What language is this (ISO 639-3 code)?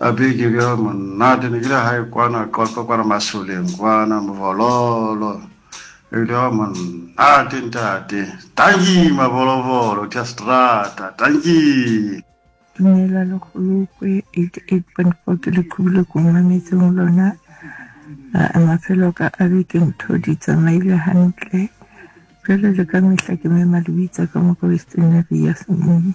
sot